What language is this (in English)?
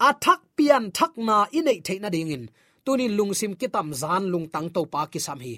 Tedim Chin